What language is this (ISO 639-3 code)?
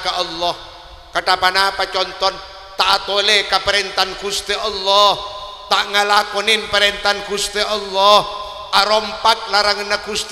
mad